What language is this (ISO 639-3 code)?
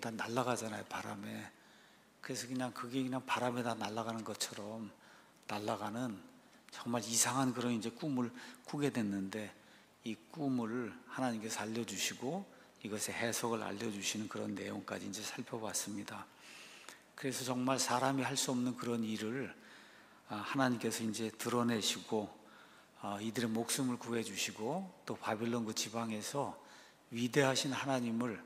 kor